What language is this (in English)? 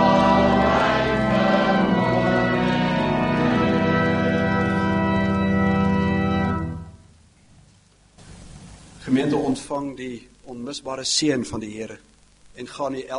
Afrikaans